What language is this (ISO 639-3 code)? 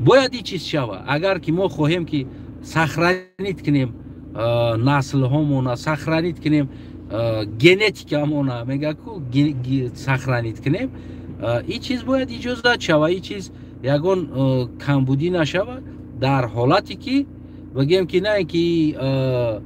tgk